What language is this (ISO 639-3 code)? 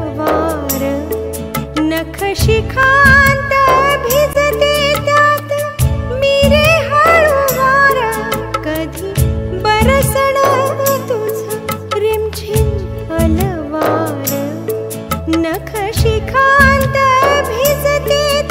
mar